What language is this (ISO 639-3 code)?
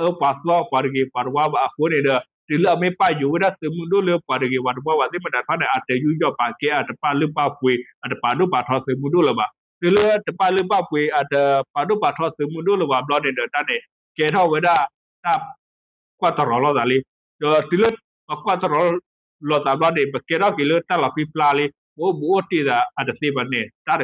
ksw